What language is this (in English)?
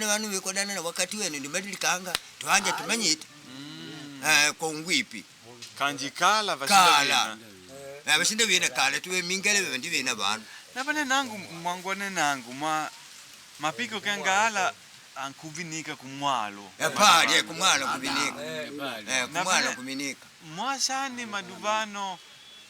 Makonde